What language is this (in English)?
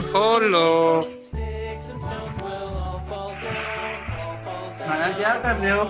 Hindi